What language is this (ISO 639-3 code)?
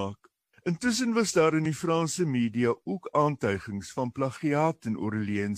afr